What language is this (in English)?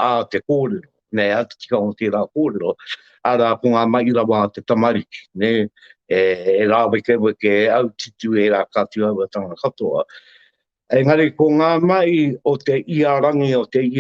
Māori